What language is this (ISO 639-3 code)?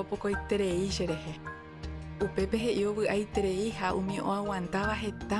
grn